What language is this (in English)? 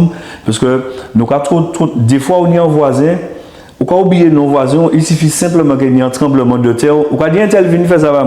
Guadeloupean Creole French